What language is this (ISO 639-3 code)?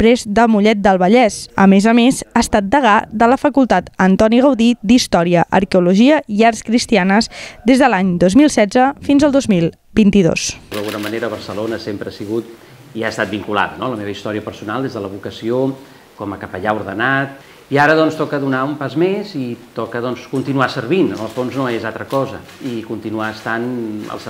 cat